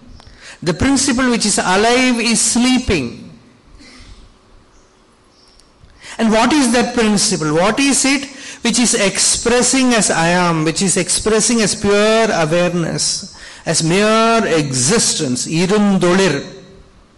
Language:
English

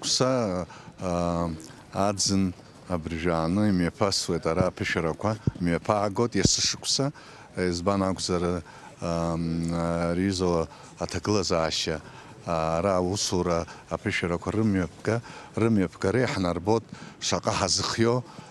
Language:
Abkhazian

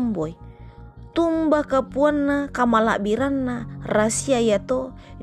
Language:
Toraja-Sa'dan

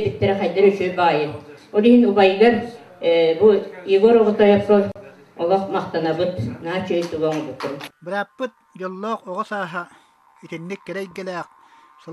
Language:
Yakut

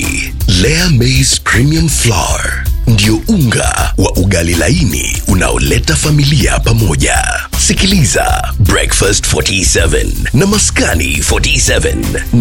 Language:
Swahili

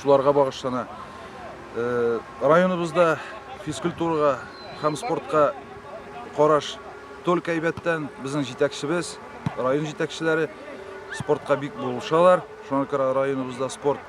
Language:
Tatar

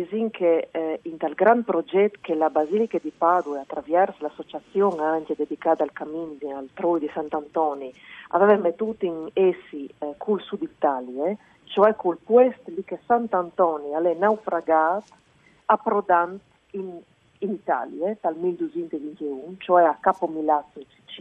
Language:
Friulian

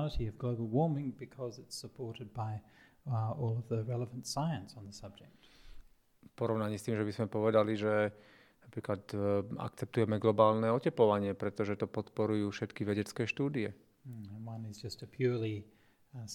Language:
Slovak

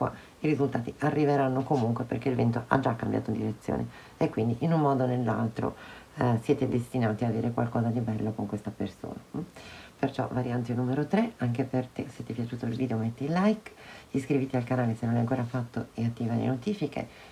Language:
Italian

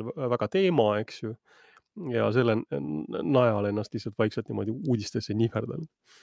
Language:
Estonian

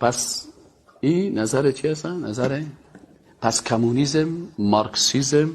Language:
Persian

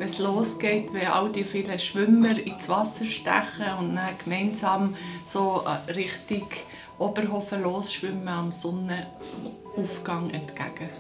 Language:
Swiss German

